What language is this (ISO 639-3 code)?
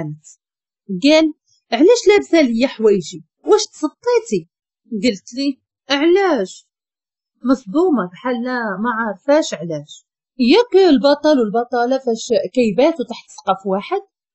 ary